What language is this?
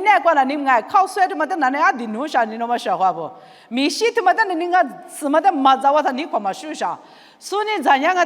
Lisu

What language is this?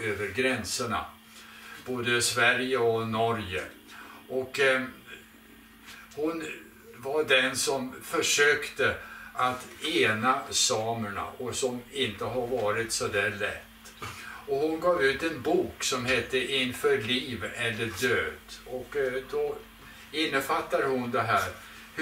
Swedish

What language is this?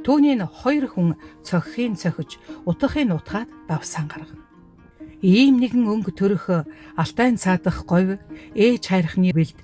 Mongolian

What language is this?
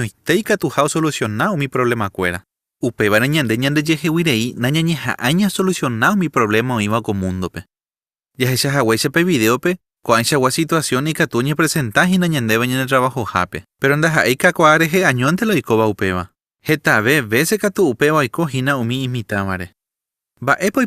Guarani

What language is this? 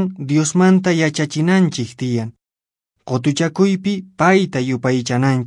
Quechua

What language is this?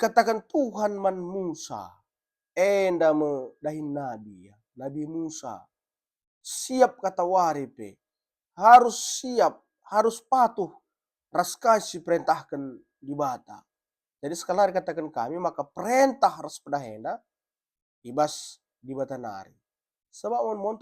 Batak Karo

